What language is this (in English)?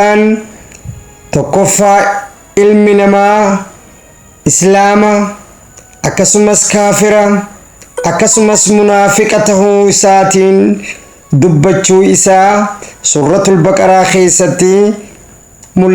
Oromo